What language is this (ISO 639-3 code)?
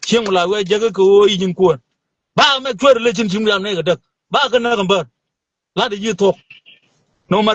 nus